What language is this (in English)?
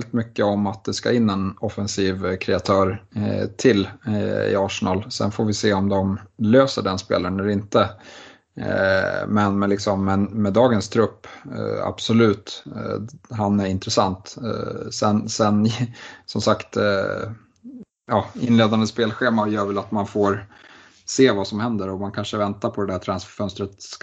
Swedish